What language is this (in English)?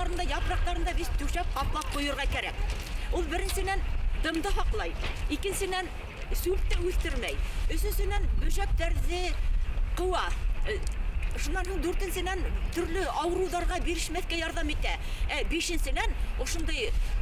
Bashkir